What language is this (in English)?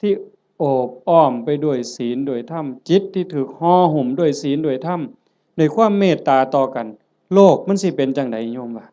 Northeastern Thai